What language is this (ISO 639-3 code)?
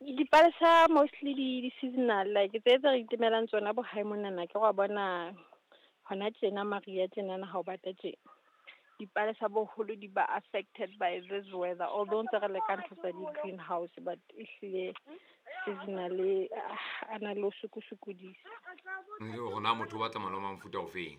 sot